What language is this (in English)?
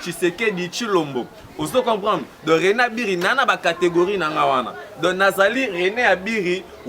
Lingala